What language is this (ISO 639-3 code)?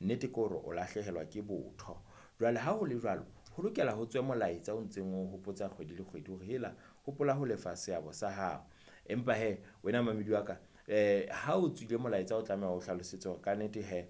sot